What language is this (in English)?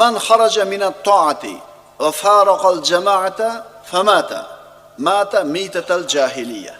Uzbek